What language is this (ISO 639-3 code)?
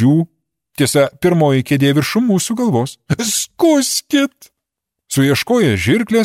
lit